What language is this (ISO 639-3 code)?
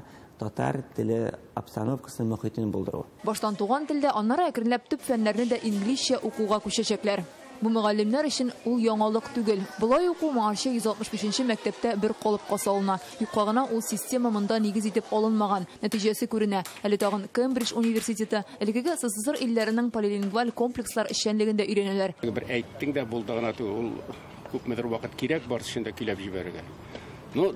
tat